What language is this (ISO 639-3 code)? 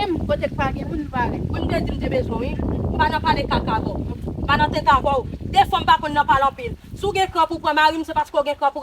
hat